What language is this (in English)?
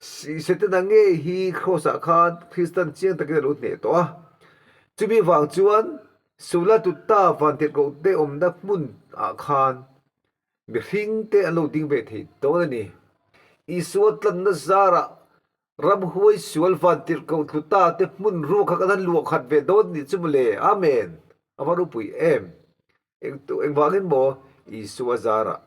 Mizo